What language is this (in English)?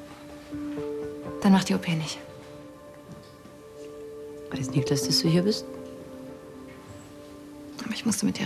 German